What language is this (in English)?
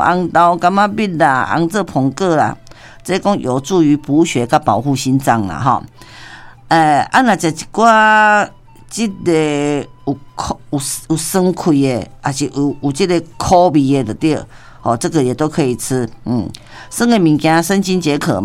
Min Nan Chinese